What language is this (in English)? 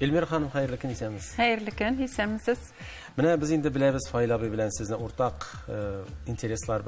Tatar